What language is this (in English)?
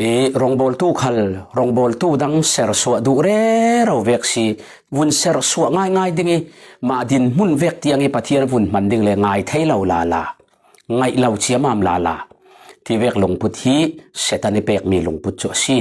Falam Chin